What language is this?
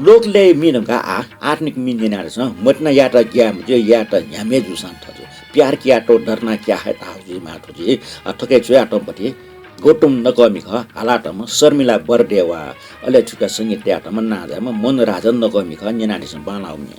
Newari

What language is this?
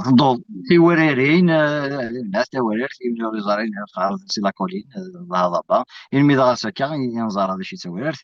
Kabyle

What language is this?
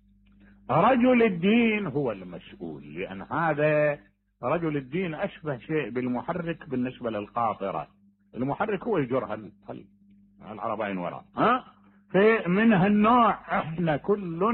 Mesopotamian Arabic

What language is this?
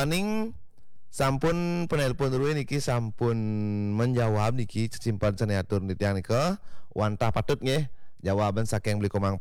Balinese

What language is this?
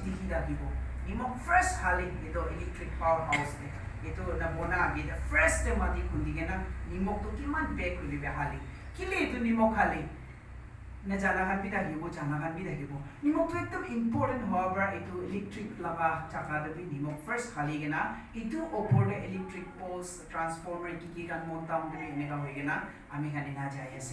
Naga Pidgin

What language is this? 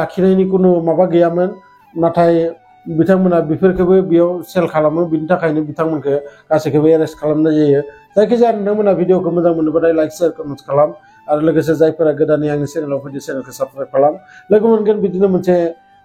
Bodo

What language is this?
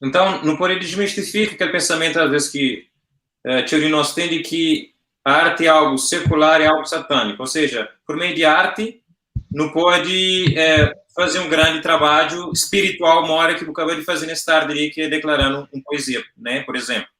Kabuverdianu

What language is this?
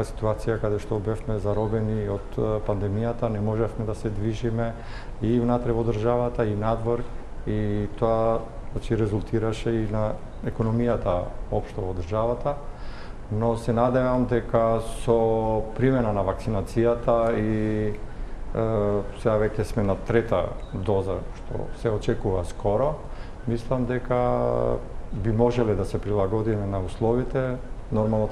Macedonian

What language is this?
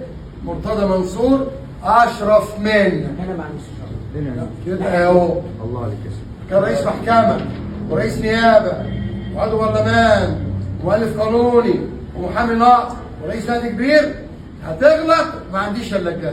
Egyptian Arabic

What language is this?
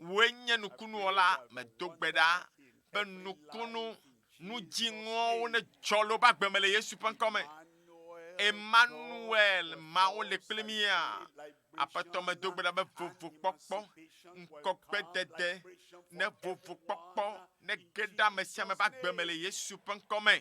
Ewe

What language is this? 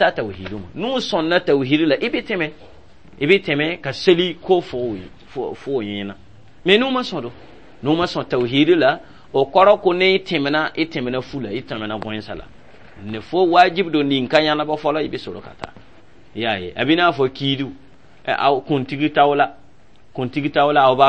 Dyula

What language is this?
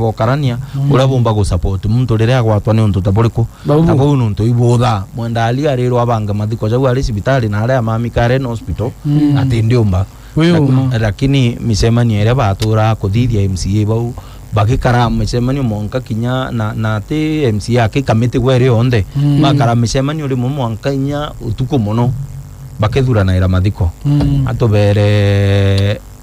Meru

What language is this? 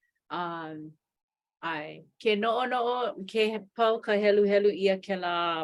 Hawaiian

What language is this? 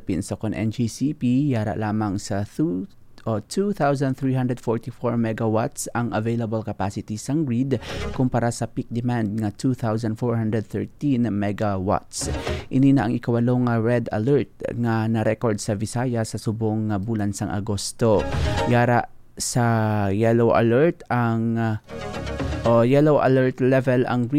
Hiligaynon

